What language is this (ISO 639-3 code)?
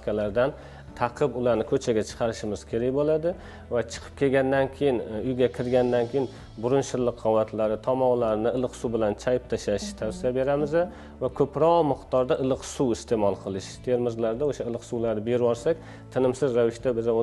uzb